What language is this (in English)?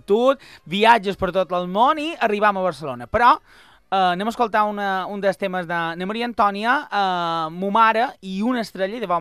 Catalan